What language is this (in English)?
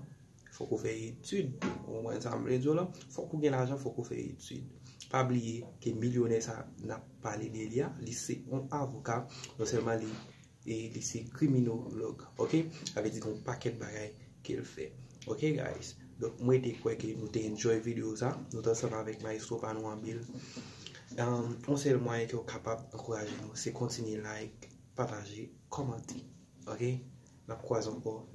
Haitian Creole